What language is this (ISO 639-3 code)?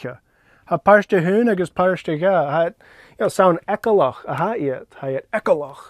gla